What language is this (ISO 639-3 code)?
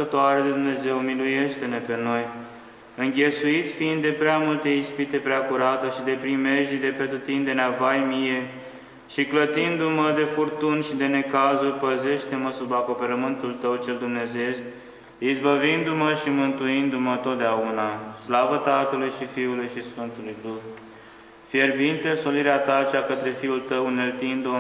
ron